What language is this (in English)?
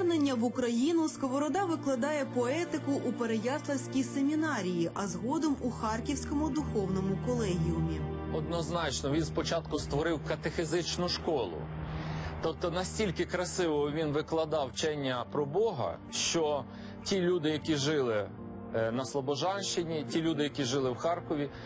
Ukrainian